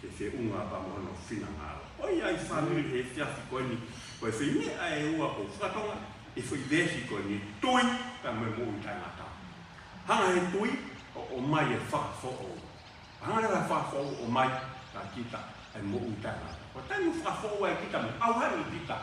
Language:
Tongan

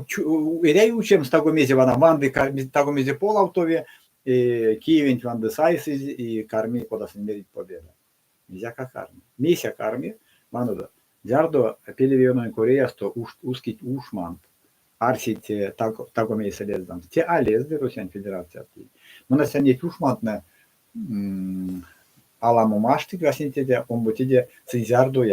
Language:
Erzya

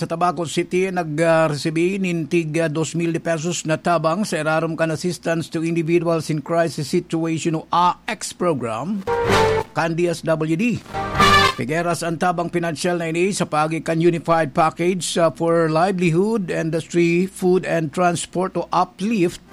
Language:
Bikol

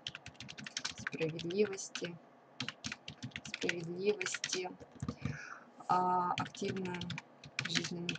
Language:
Russian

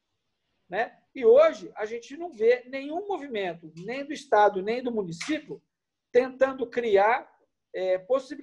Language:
Portuguese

